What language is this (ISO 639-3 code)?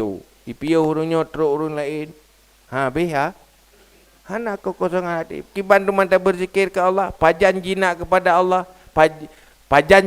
ace